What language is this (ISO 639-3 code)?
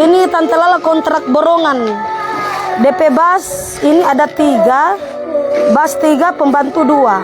xmm